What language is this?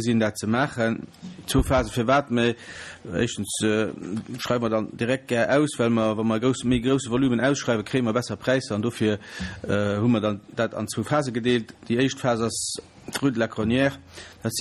Luxembourgish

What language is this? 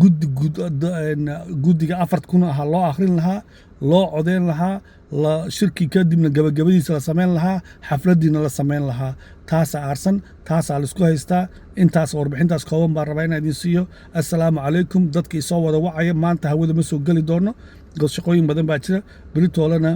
Somali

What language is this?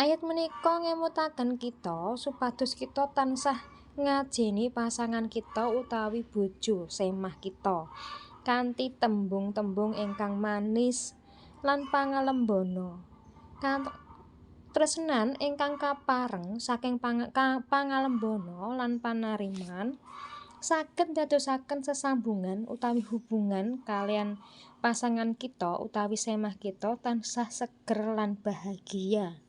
Javanese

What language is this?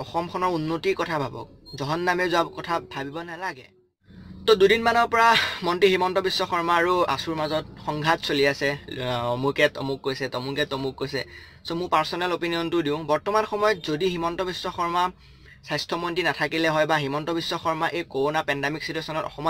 Assamese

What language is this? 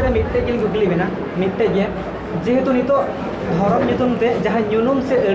Santali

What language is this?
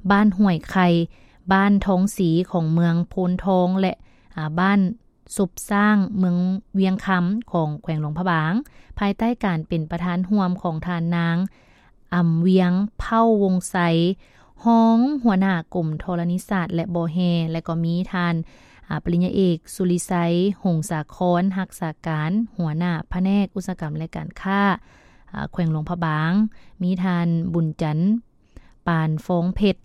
Lao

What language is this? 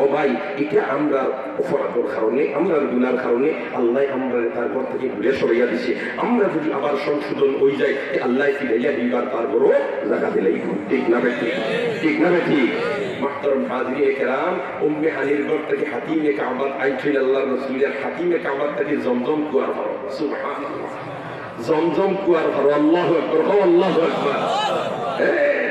Sylheti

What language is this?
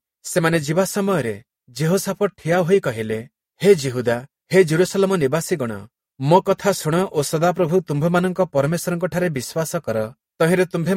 Odia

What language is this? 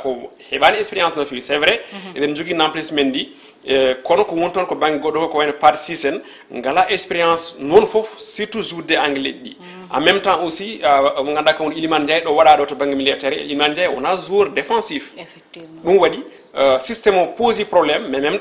Fula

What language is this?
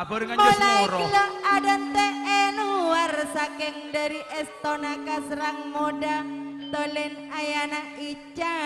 Madurese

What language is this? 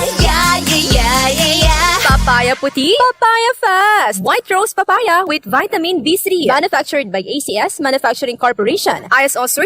Bikol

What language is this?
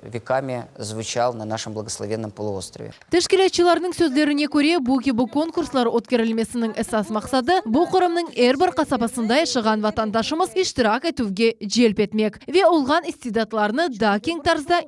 Crimean Tatar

